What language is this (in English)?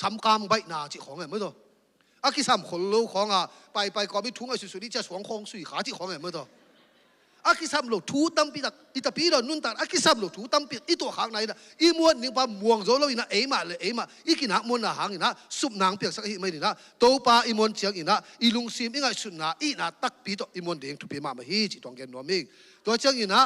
Tedim Chin